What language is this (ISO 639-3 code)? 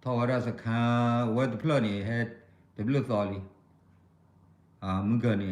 ksw